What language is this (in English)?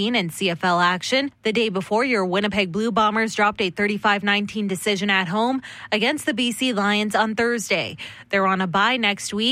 English